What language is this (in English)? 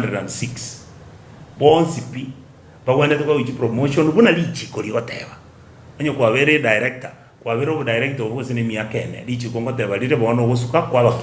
Gusii